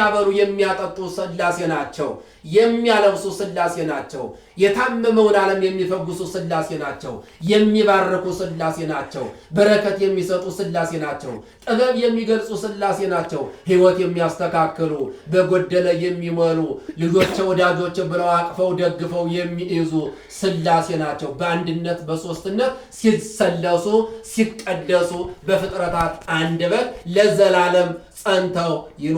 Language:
Amharic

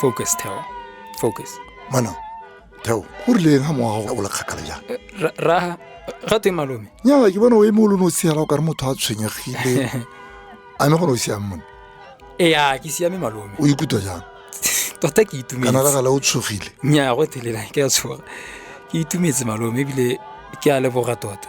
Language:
Tswana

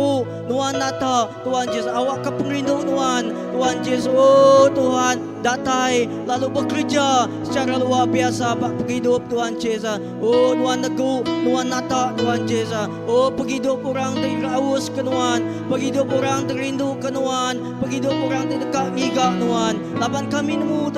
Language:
Iban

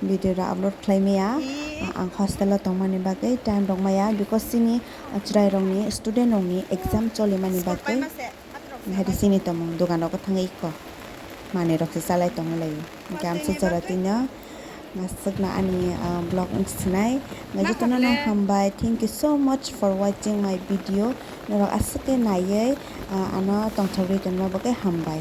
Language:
Kok Borok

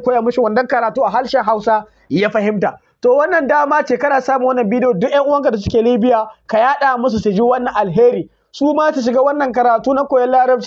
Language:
Hausa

